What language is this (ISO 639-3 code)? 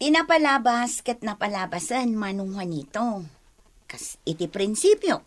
ilo